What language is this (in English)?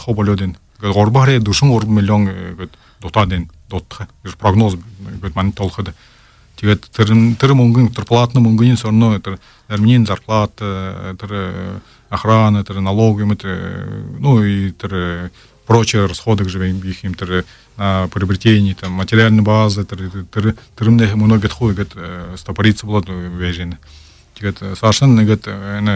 Buriat